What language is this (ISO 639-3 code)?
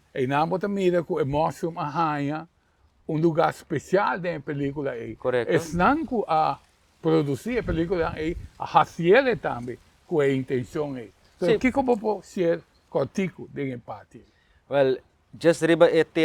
pap